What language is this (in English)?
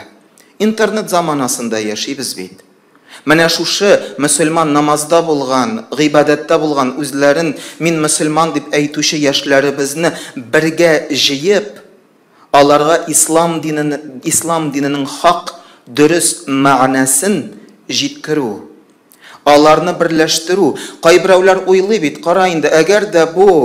Tatar